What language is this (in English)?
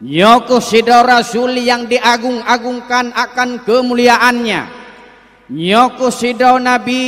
Achinese